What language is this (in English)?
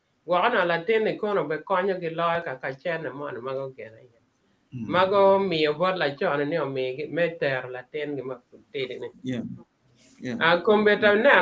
Acoli